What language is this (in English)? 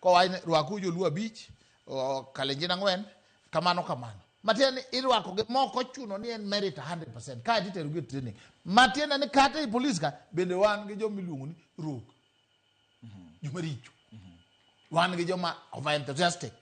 Luo (Kenya and Tanzania)